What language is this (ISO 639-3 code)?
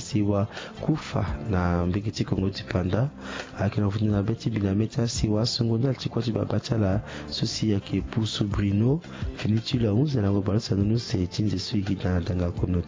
sag